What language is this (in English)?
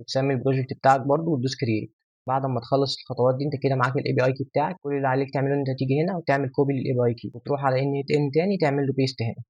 Egyptian Arabic